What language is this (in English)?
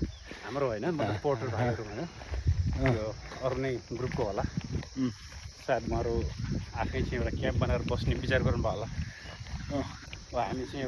Nepali